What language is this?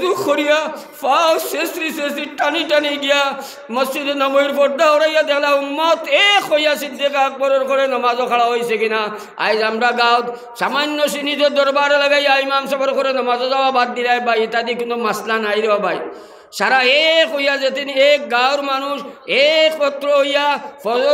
Sylheti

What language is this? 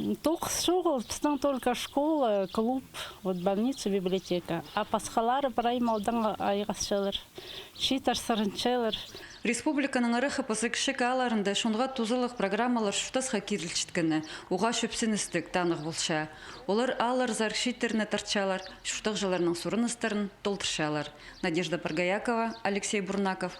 Khakas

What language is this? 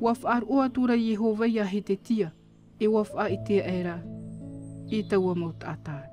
Tahitian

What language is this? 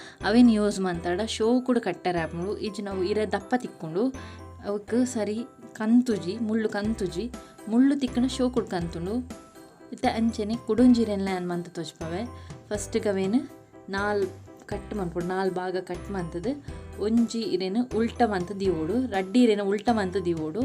Tulu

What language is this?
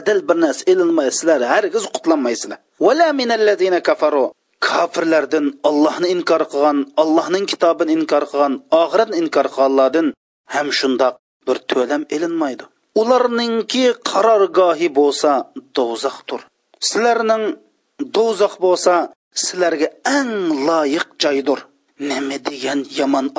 Uyghur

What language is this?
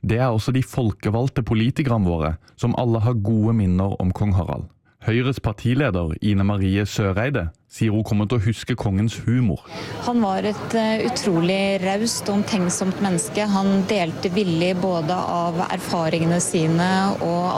Norwegian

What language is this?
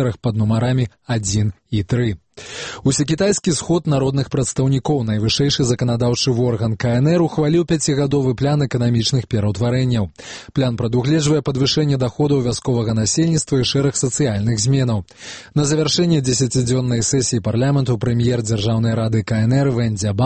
Belarusian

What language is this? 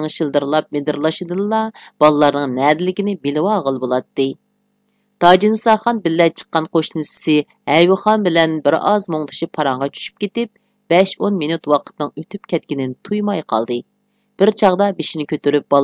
Uyghur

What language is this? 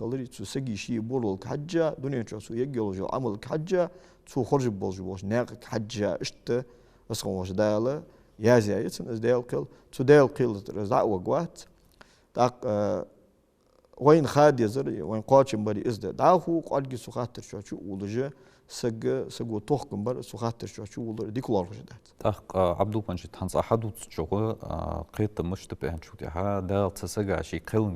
Ingush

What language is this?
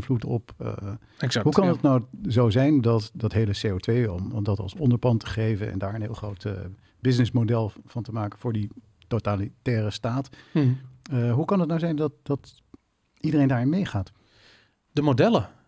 Dutch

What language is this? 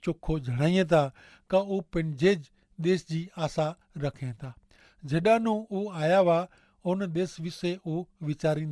Kachhi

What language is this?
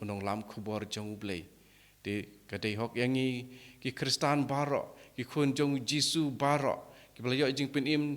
Khasi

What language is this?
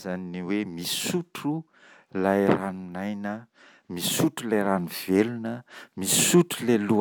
Malagasy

